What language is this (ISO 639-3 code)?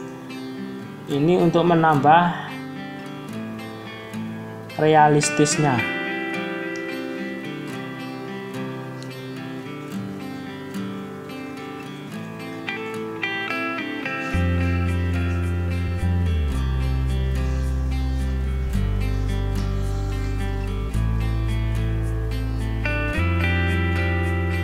ind